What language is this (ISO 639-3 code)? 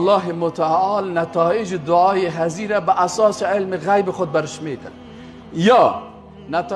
fas